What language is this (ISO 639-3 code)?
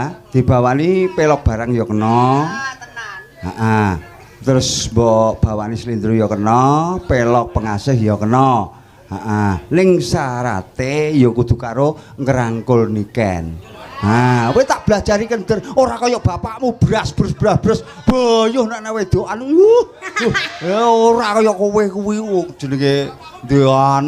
jav